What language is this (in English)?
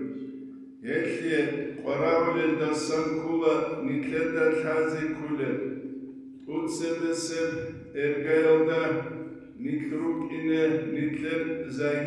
Avaric